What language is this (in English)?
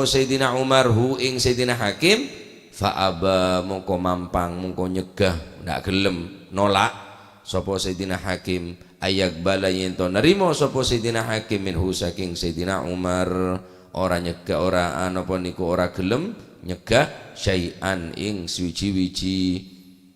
Madurese